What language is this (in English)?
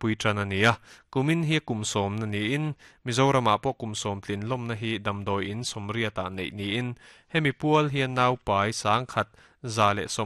Mizo